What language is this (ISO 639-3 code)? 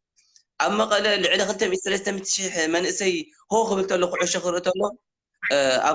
tir